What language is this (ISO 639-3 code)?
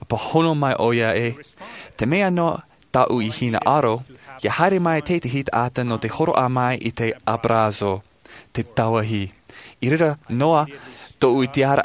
tah